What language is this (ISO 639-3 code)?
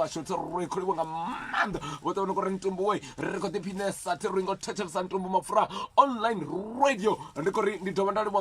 ven